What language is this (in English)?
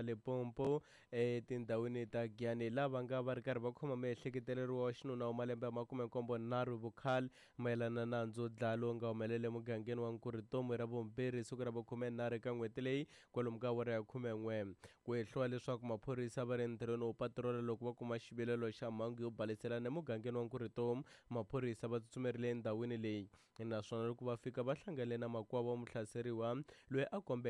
Tsonga